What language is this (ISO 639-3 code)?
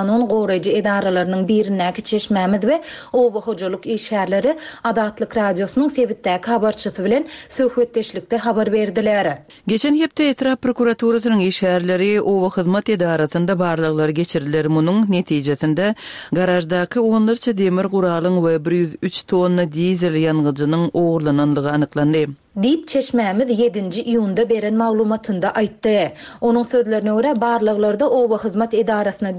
tuk